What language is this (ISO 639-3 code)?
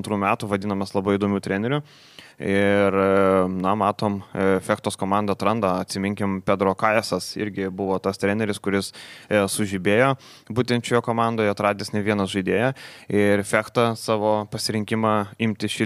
lit